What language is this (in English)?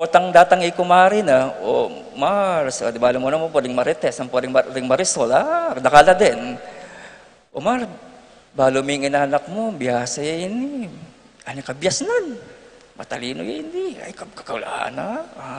Pampanga